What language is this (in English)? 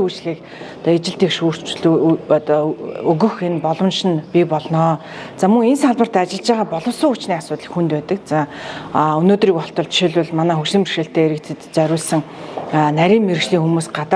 Mongolian